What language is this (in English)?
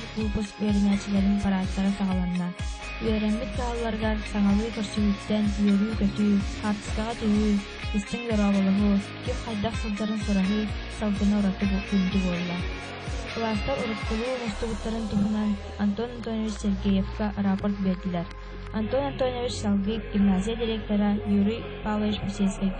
Yakut